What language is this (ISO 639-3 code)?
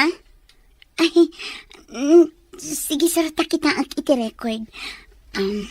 ilo